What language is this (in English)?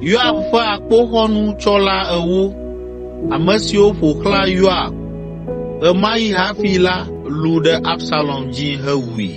Ewe